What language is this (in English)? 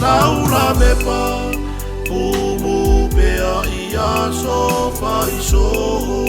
Samoan